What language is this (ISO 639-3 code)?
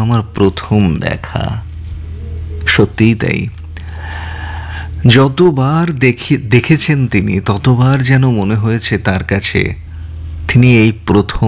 ben